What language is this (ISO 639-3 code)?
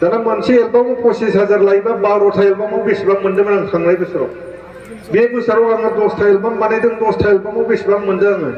brx